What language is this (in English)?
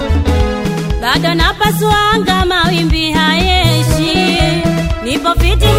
Swahili